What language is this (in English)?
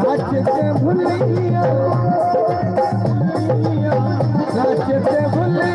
Saraiki